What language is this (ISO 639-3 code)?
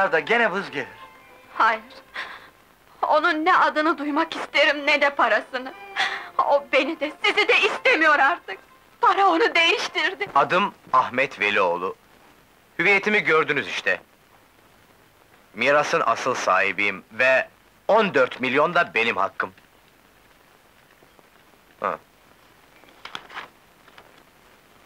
tur